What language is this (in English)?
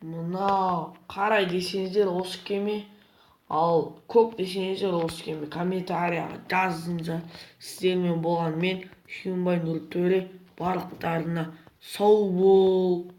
Kazakh